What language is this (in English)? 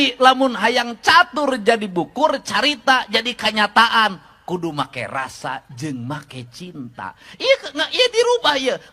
Sundanese